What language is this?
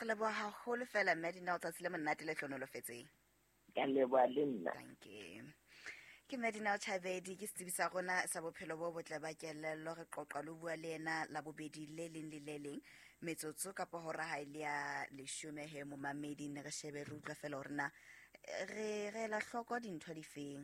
Southern Sotho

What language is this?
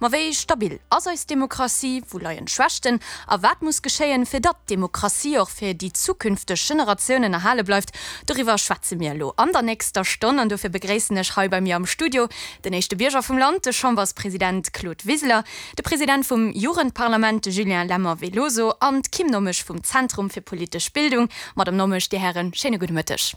Luxembourgish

